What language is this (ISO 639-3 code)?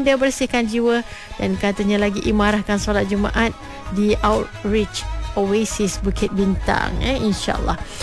msa